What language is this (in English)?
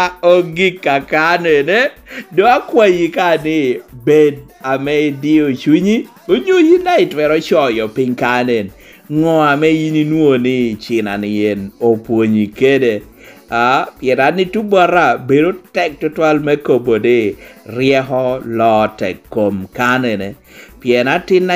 Lango (Uganda)